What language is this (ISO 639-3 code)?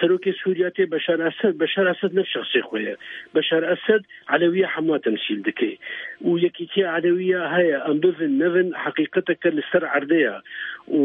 kur